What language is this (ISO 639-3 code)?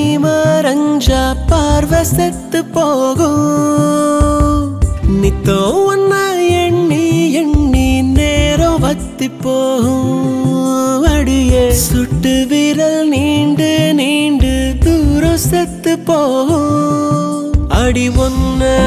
tam